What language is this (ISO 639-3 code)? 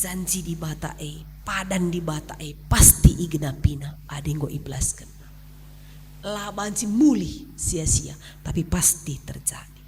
btx